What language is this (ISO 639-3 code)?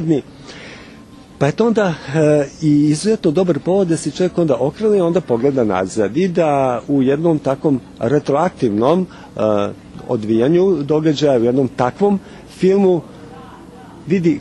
srp